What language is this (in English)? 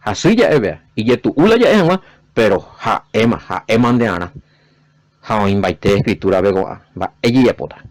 Guarani